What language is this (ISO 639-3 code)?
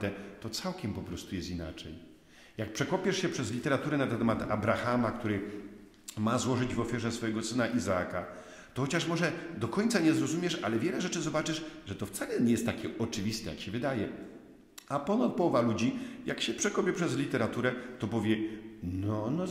pol